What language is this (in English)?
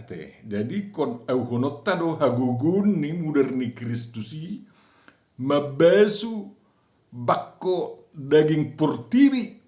Batak Toba